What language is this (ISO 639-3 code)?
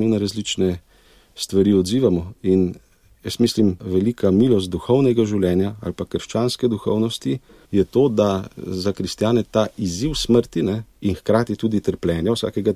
slv